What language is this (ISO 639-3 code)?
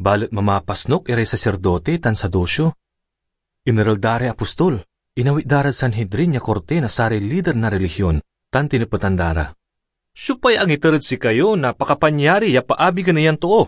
pag